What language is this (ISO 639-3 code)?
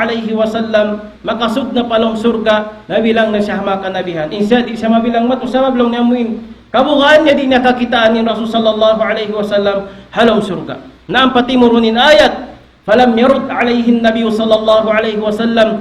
tsg